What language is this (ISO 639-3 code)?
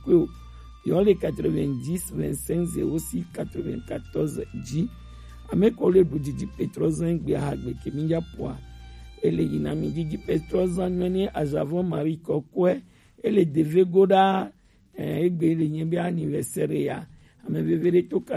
gej